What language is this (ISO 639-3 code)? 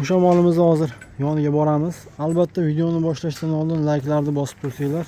uzb